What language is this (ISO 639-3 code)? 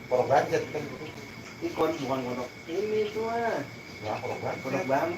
bew